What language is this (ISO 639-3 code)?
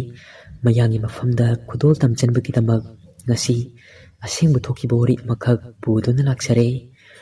mni